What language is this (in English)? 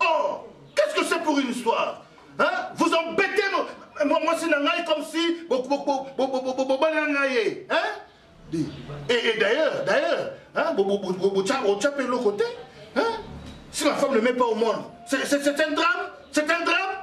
Lingala